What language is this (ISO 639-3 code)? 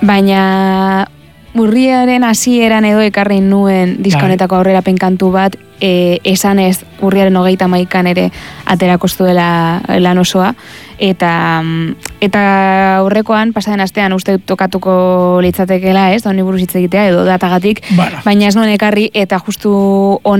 eus